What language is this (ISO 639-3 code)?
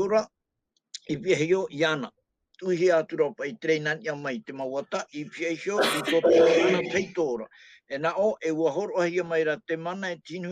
tah